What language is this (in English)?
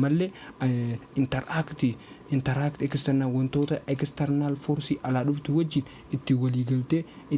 Oromo